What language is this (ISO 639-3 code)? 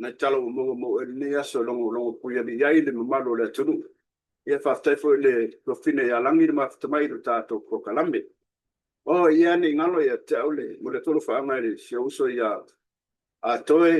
smo